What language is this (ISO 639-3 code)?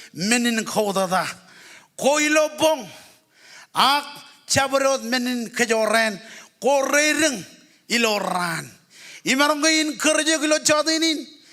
mah